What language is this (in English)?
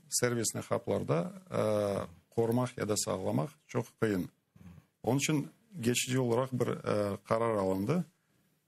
Crimean Tatar